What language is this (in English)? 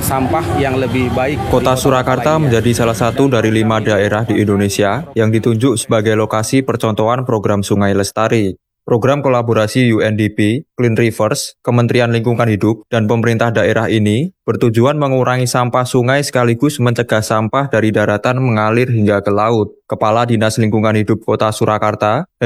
Indonesian